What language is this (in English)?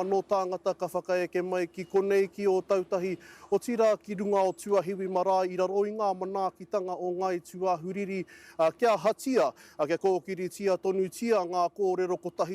Māori